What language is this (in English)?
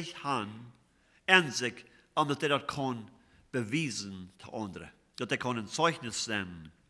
Plautdietsch